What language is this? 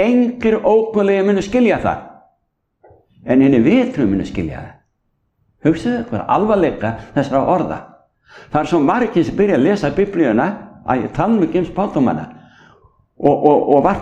Icelandic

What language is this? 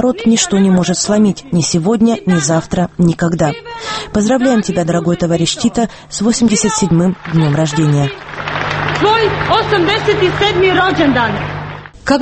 Russian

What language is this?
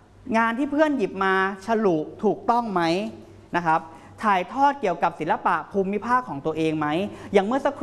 Thai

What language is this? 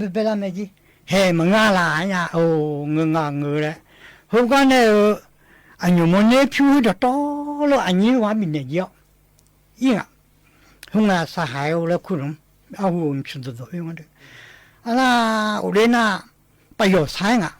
Akha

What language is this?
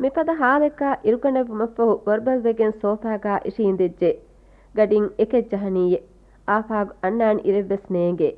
Divehi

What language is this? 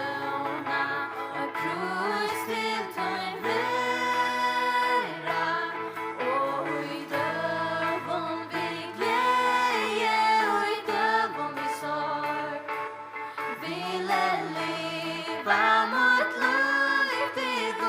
Faroese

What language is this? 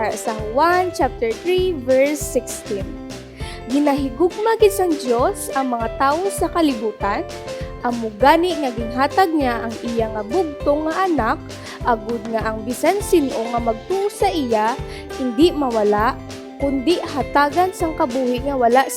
Hiligaynon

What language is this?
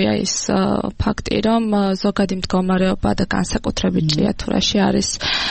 Georgian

